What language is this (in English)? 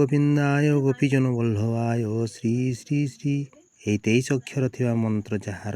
Odia